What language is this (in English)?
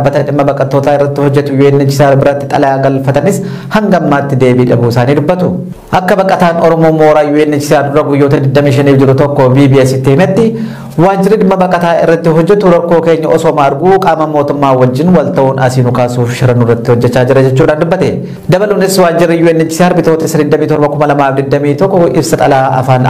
Oromo